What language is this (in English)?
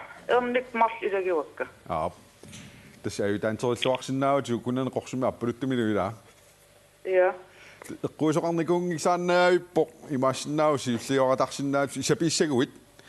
Kalaallisut